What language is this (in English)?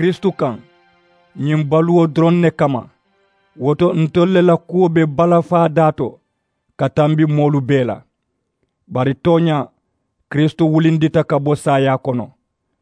Mandingo